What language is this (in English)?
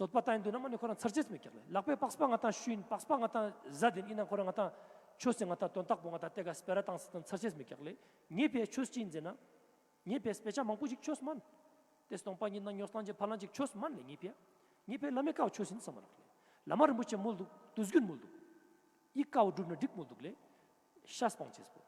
Ladakhi